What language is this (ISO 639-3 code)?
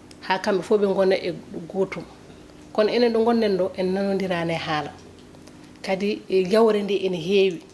ful